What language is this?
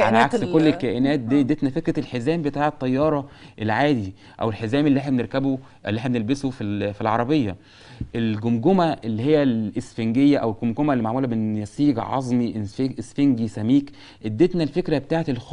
Egyptian Arabic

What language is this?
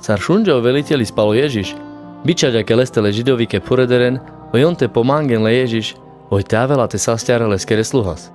Carpathian Romani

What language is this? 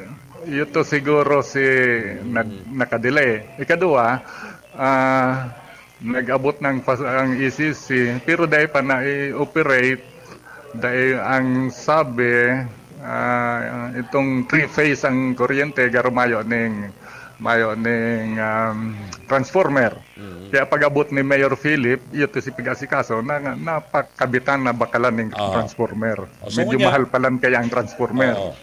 Bikol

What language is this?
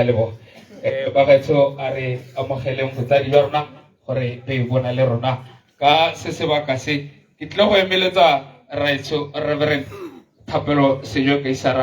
Tswana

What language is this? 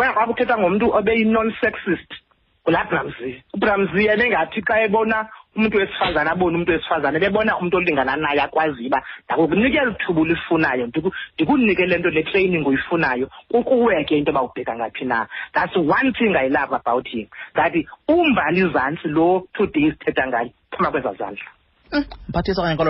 Xhosa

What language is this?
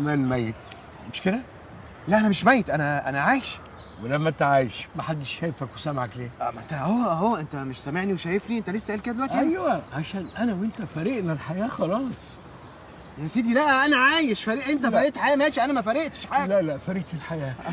Egyptian Arabic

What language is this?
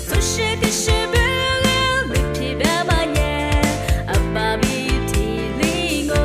Lisu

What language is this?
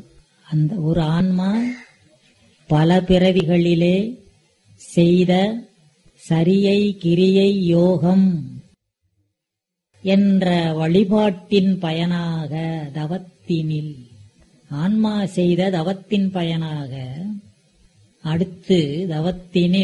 Tamil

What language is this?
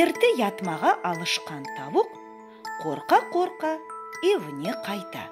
Crimean Tatar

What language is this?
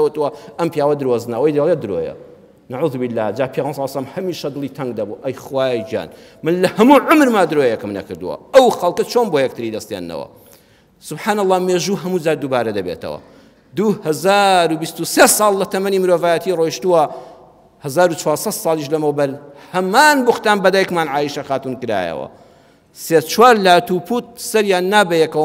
Central Kurdish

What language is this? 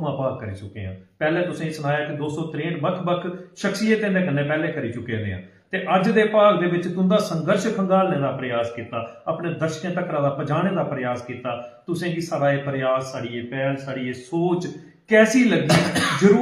Dogri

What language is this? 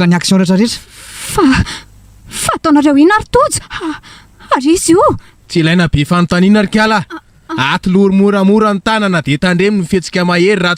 Malagasy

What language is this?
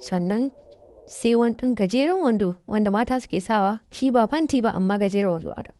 Hausa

